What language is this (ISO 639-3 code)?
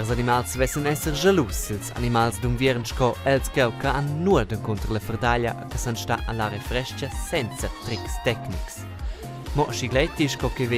roh